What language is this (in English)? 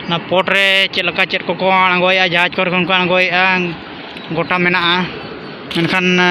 Santali